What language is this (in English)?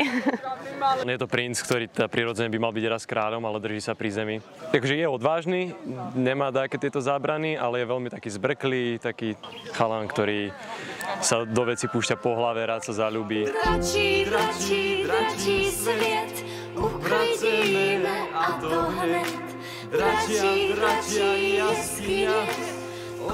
Slovak